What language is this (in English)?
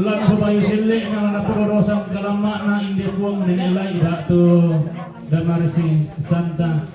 Toraja-Sa'dan